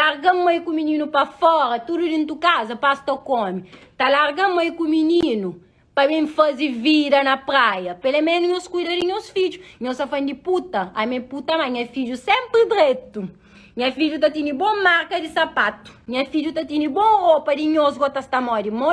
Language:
Kabuverdianu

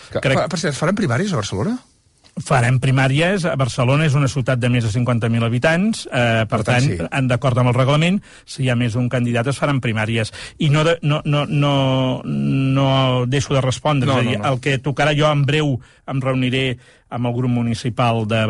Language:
Catalan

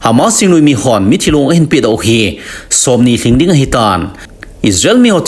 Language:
Thado Chin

